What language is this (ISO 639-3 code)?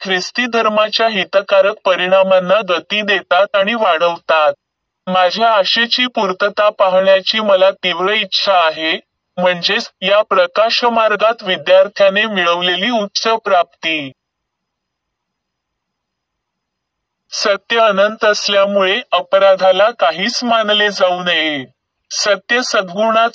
mar